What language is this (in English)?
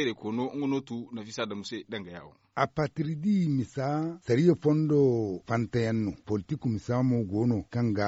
Zarma